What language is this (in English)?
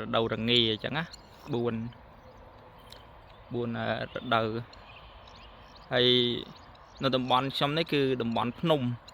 Khmer